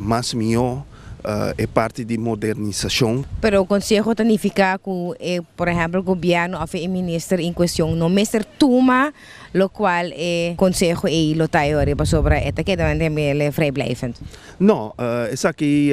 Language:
Papiamento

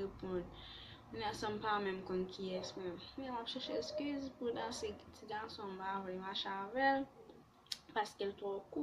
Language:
Haitian Creole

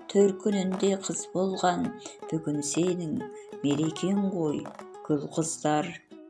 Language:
Kazakh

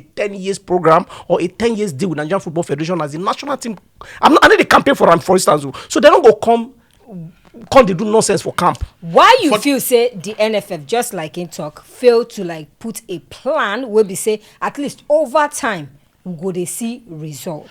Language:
Nigerian Pidgin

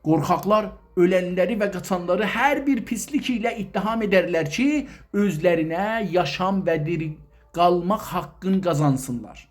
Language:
South Azerbaijani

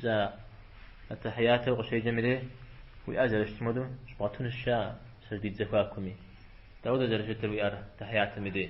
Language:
Kabardian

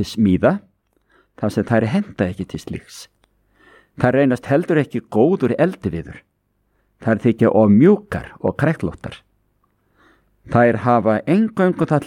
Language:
Icelandic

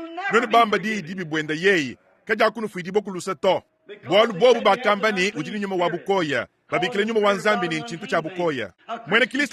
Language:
Luba-Lulua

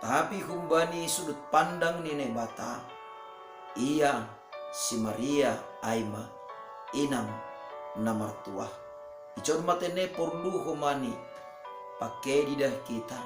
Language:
Batak Simalungun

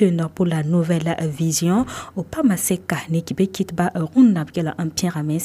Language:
Mossi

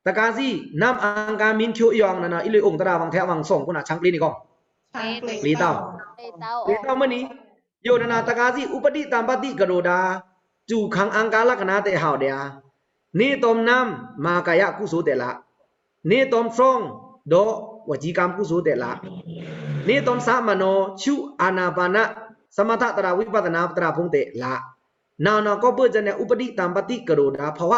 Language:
Pa'o Karen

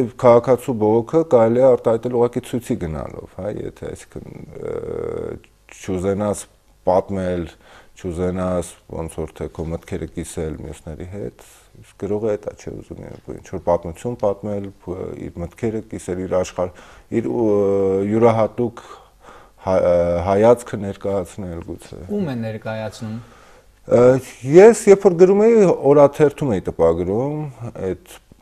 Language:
Armenian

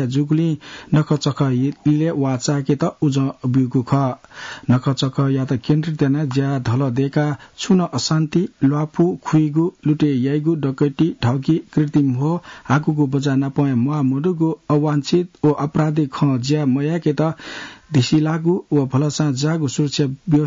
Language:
Newari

